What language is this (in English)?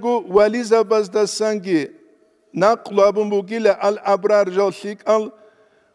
Avaric